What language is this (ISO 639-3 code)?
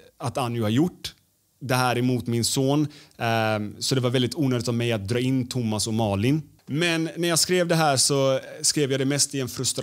swe